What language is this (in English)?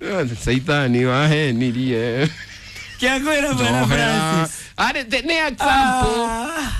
Kikuyu